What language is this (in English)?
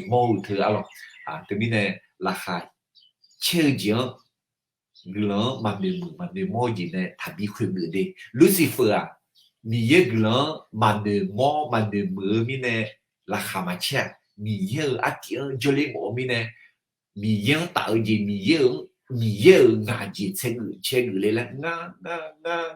Akha